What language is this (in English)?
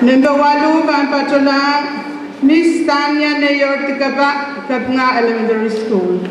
Pohnpeian